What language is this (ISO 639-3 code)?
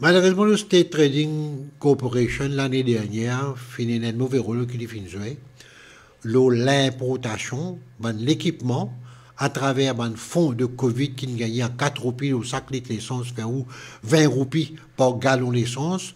mfe